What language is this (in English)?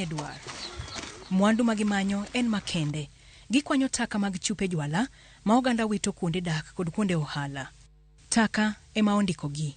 Luo (Kenya and Tanzania)